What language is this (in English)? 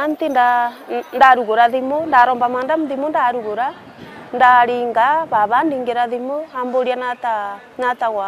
Meru